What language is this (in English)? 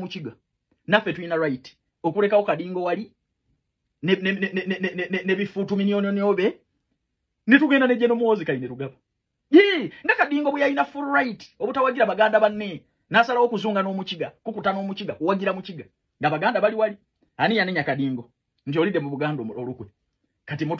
Ganda